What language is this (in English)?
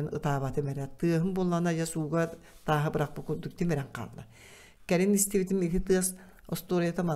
Yakut